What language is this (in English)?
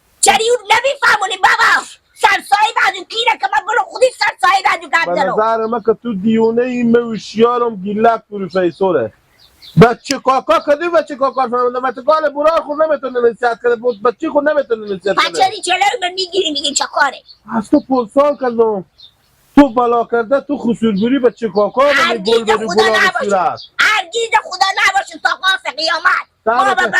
Hazaragi